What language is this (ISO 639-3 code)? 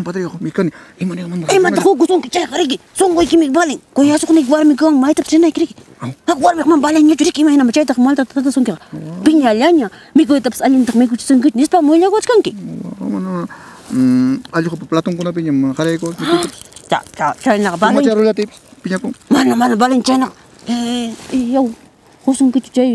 quy